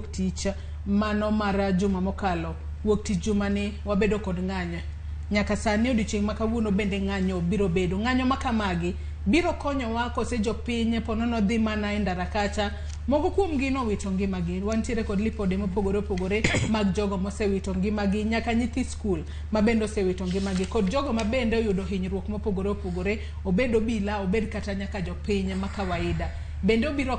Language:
Luo (Kenya and Tanzania)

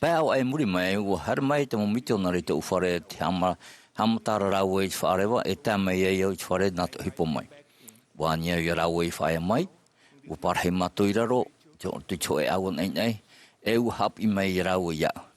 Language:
Tahitian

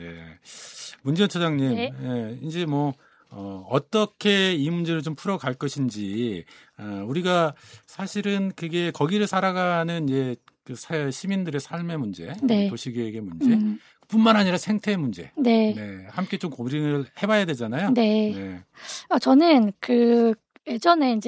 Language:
Korean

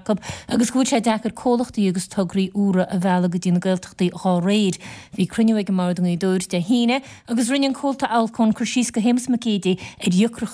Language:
Irish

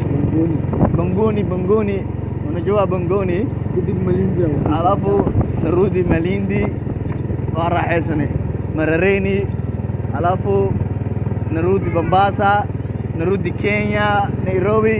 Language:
Somali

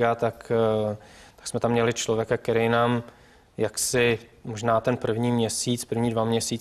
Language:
Czech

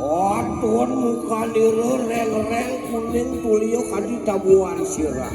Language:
Balinese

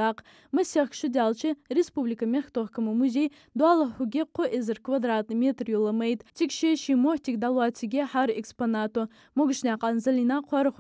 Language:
Ingush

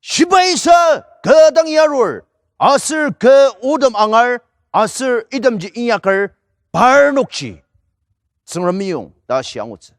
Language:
Ao Naga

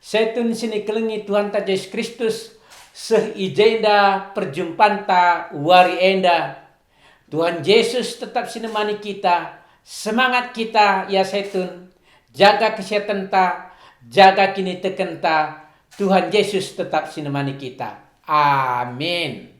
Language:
Batak Karo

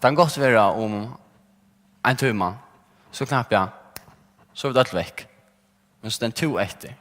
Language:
Faroese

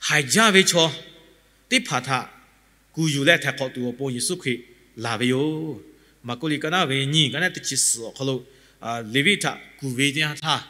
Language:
Lahu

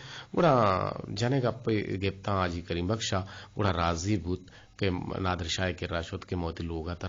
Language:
Eastern Balochi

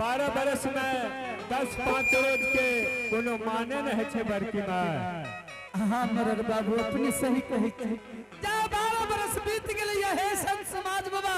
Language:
Angika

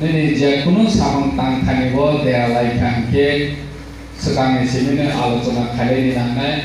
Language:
Kok Borok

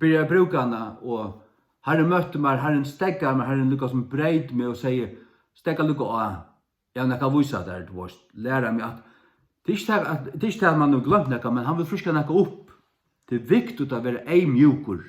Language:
Faroese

